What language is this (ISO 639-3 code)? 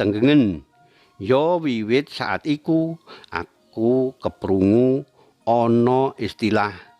jav